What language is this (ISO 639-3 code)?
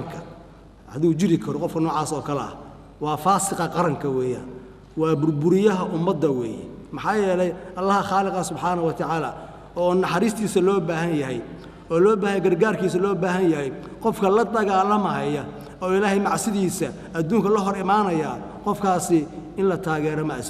som